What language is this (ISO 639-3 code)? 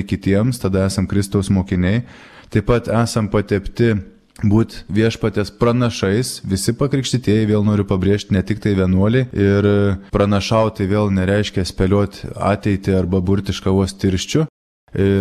lit